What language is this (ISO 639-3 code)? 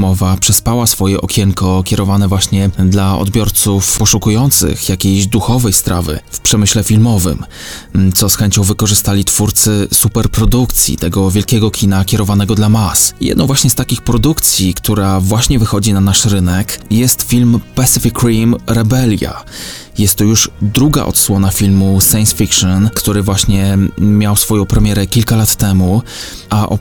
pol